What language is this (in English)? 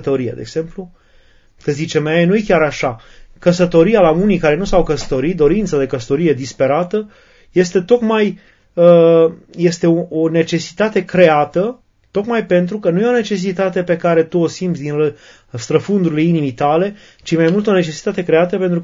Romanian